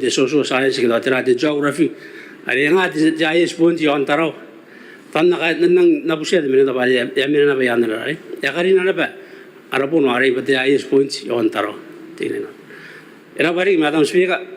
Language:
Gilbertese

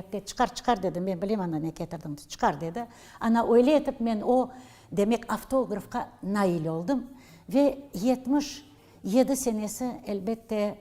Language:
Crimean Tatar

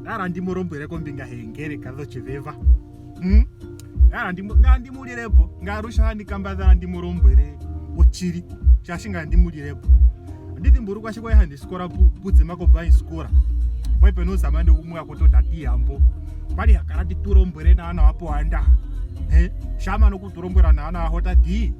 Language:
Ndonga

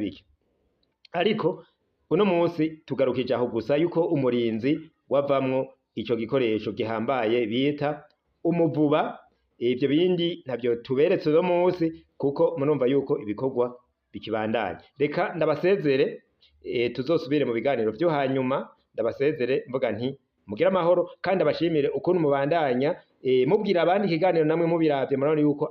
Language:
Rundi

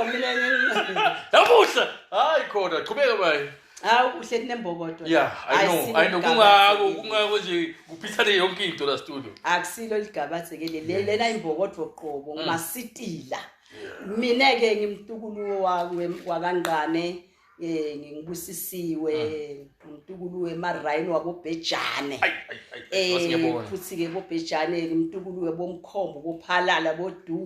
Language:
Zulu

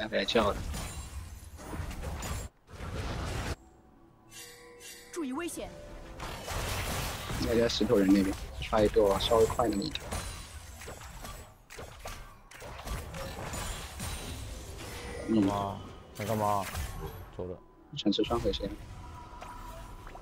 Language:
Chinese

